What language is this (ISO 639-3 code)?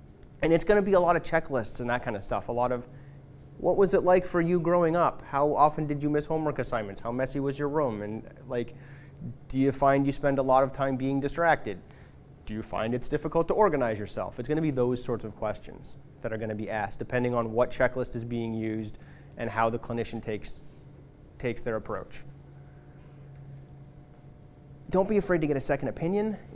eng